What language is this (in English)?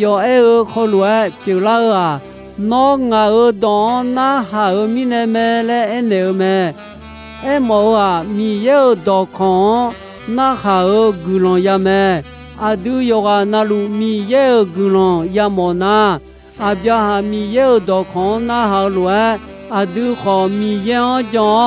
Akha